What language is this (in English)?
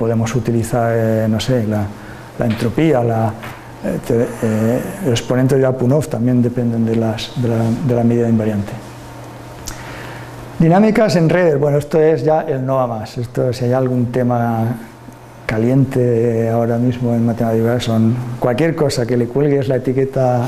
Spanish